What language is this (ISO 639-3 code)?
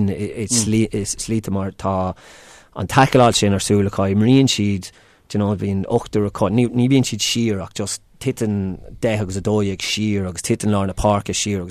gle